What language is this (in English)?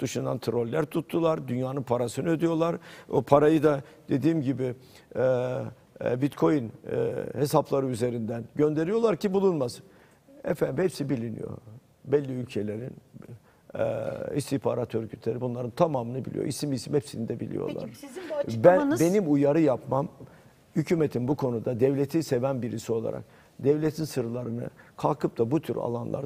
Turkish